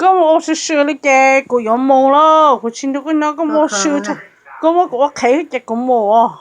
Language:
Hmong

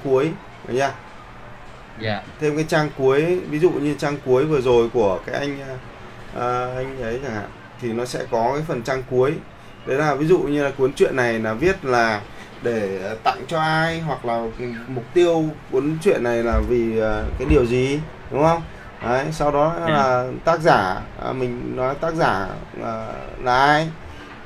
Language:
Vietnamese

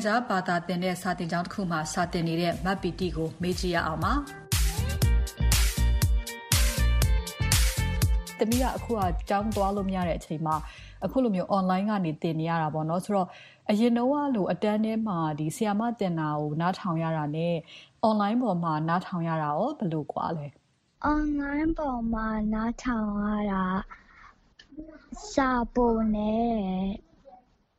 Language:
Burmese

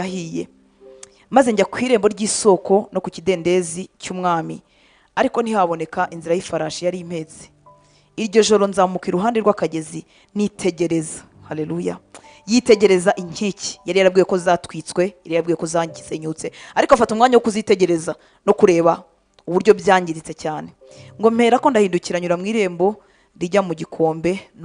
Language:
Kinyarwanda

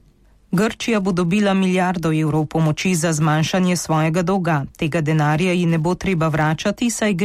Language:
Slovenian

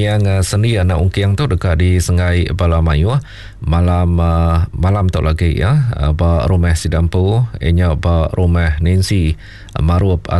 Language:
Iban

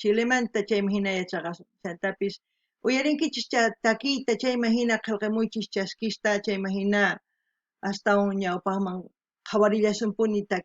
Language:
South Bolivian Quechua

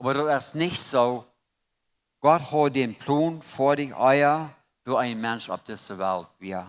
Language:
Plautdietsch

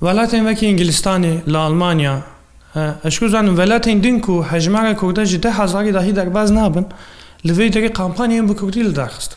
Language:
Kurdish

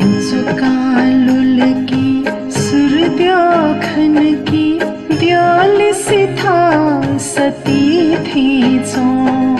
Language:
Newari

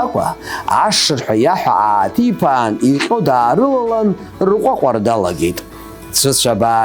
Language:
Abkhazian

